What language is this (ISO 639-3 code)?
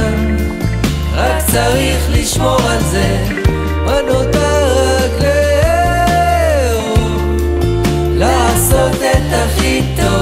heb